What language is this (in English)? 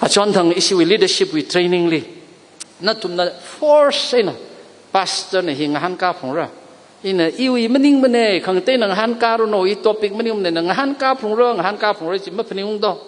Tangkhul Naga (India)